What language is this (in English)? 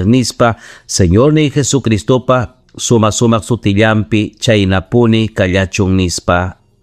Ayacucho Quechua